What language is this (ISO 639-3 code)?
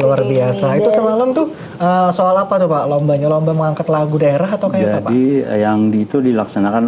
bjn